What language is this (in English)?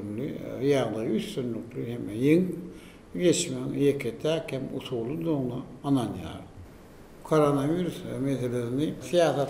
Turkmen